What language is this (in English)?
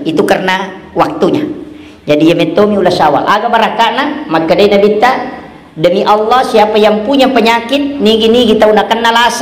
Buginese